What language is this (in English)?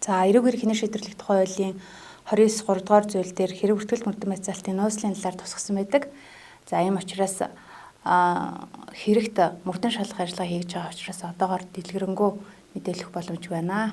Mongolian